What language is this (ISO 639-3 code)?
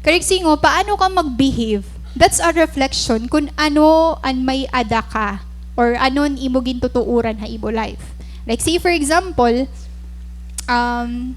war